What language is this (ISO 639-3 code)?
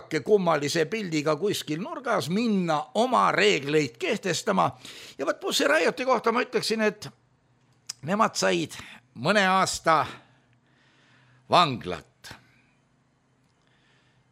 est